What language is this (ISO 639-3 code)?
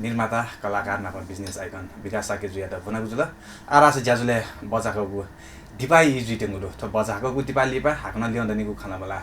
new